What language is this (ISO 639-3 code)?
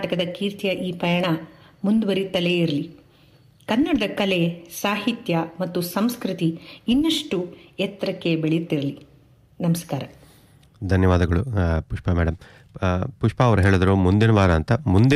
kan